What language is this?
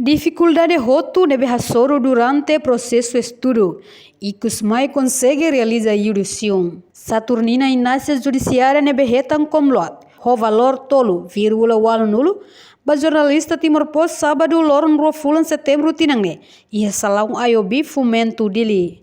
Tetum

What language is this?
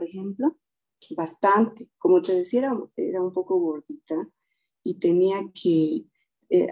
Spanish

